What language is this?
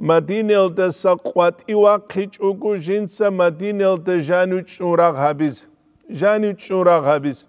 Avaric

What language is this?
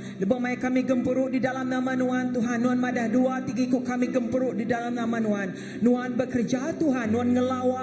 Iban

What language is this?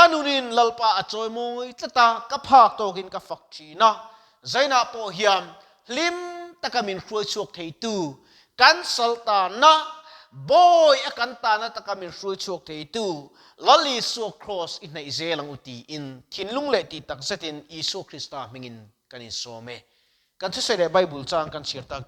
Mizo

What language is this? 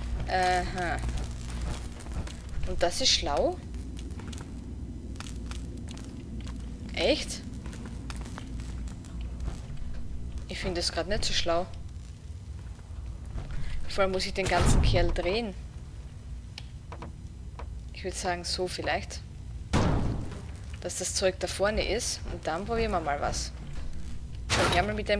German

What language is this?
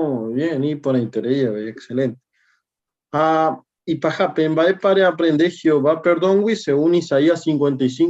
Guarani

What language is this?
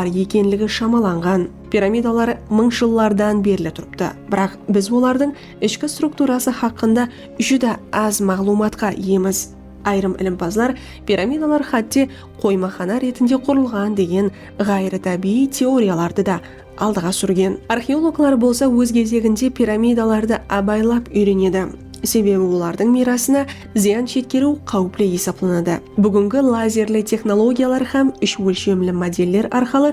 Kara-Kalpak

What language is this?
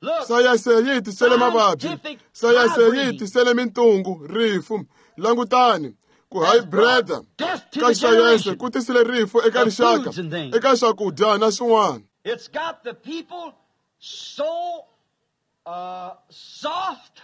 Tsonga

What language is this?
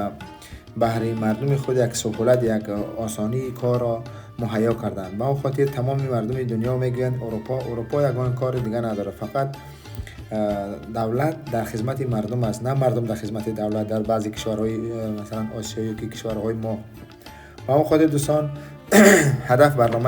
Tajik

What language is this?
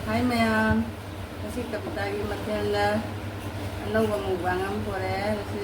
Manipuri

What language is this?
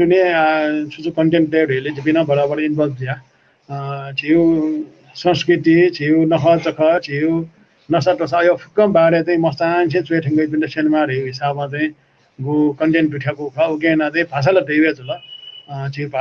Newari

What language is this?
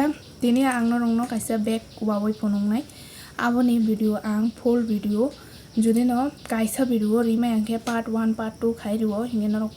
Kok Borok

